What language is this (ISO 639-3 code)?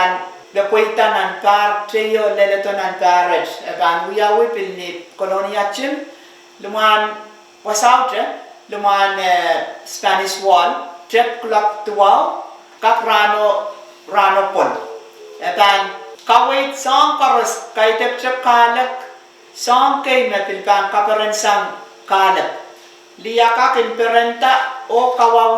pon